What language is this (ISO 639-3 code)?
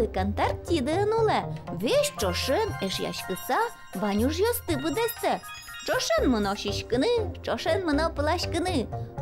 udm